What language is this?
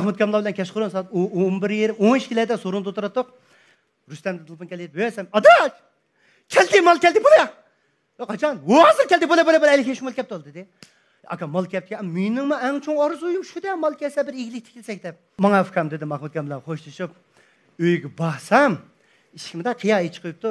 Uyghur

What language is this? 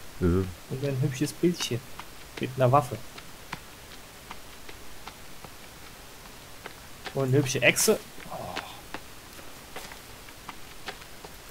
German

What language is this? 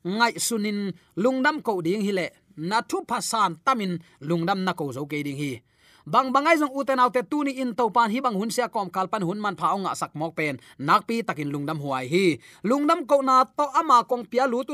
Tedim Chin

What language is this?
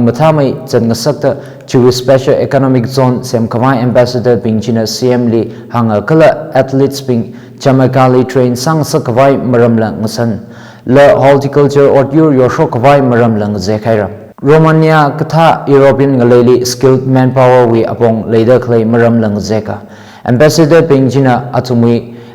Tangkhul Naga (India)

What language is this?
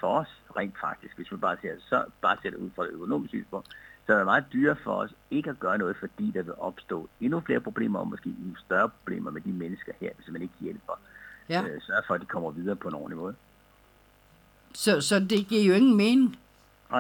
Danish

